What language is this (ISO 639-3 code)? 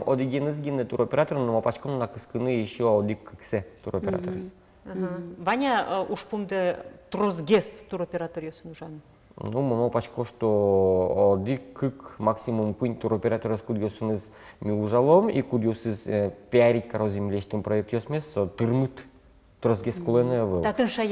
udm